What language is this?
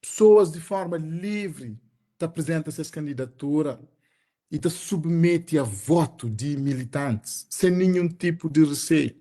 Kabuverdianu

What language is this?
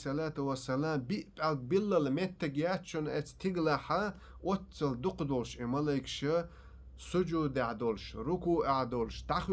Chechen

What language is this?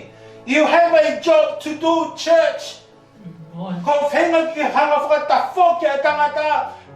Tongan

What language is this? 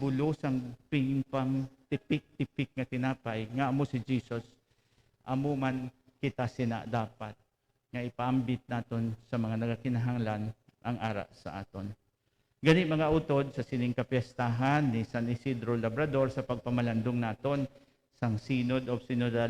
Hiligaynon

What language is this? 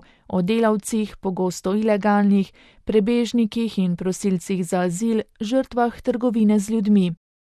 Slovenian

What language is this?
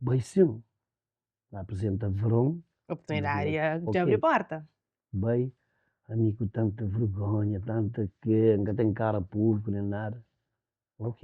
Kabuverdianu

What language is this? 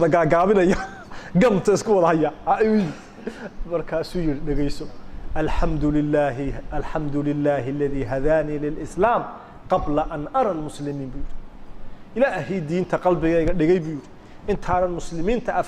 Somali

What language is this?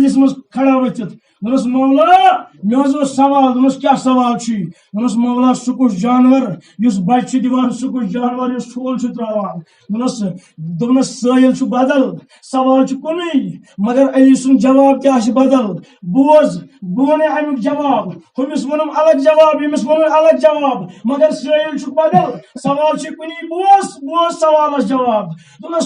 Kashmiri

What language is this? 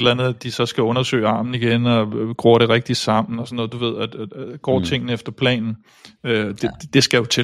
Danish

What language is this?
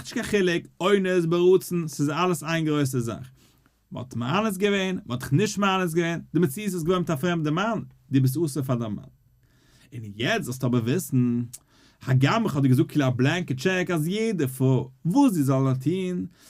Yiddish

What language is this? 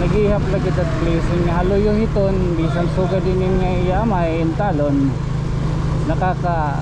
Waray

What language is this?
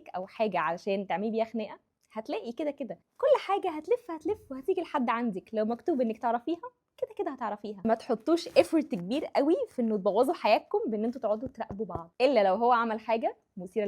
Egyptian Arabic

